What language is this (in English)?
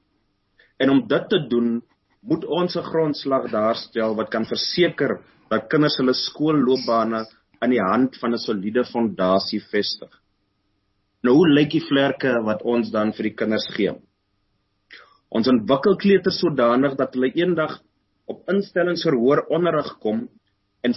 Afrikaans